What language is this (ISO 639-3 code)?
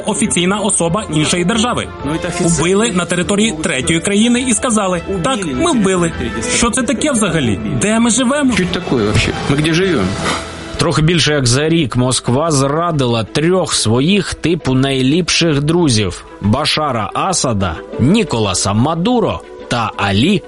ukr